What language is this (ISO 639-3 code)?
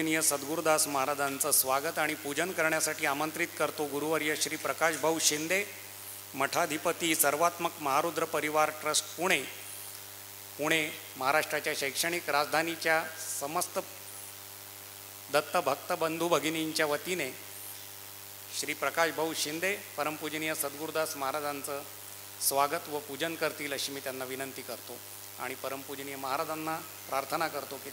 mar